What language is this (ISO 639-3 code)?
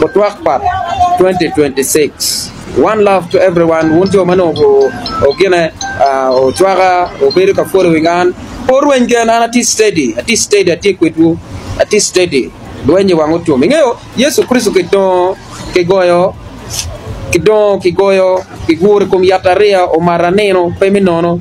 ach